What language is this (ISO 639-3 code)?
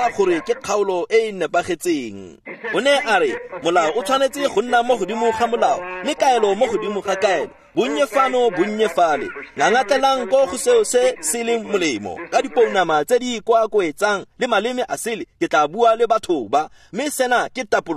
tsn